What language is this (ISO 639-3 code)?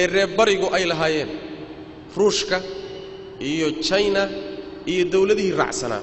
som